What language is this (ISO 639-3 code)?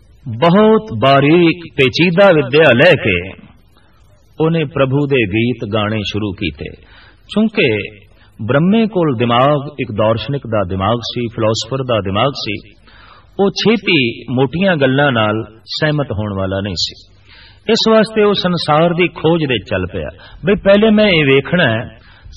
pan